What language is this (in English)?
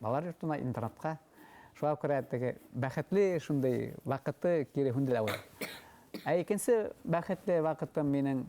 Bashkir